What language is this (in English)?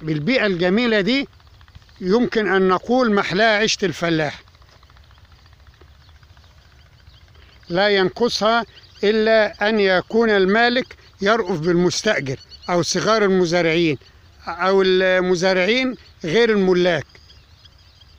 Arabic